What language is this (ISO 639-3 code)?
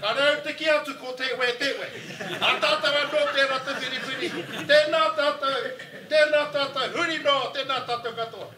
mri